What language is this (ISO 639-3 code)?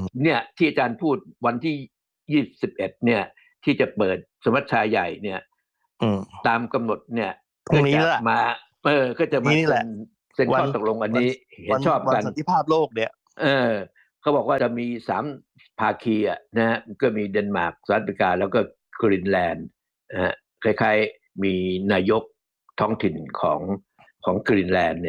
tha